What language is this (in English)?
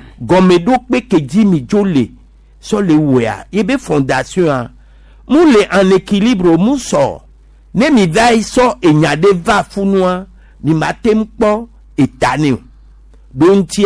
Gen